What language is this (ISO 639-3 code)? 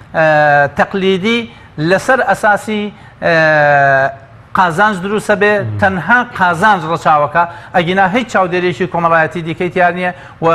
ckb